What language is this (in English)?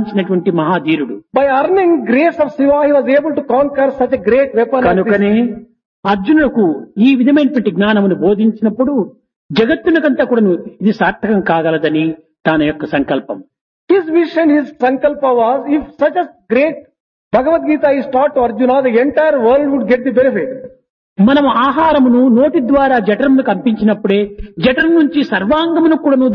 Telugu